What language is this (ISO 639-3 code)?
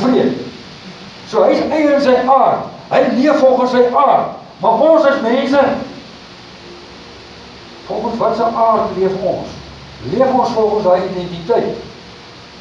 afr